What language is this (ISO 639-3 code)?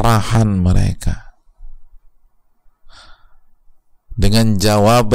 ind